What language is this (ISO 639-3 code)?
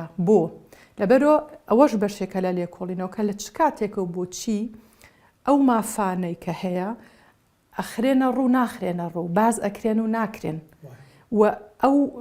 ckb